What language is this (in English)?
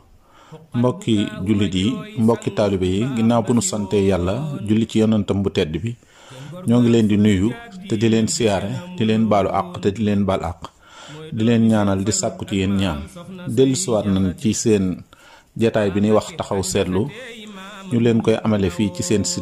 Wolof